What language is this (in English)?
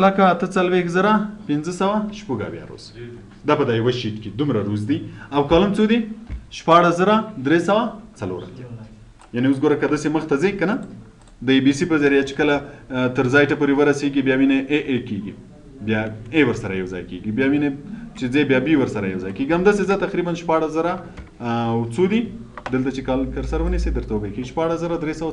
Pashto